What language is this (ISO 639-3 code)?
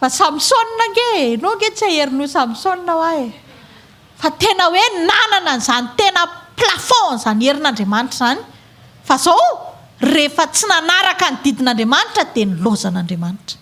mlg